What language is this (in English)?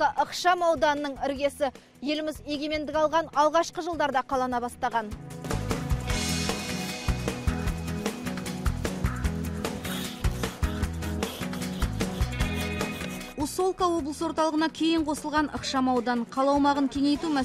Kazakh